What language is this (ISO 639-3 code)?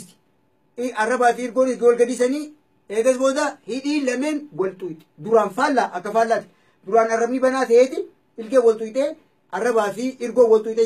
orm